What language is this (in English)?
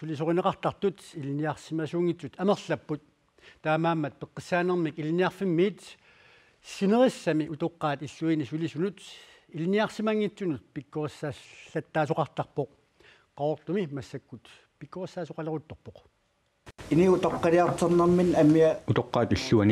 Kalaallisut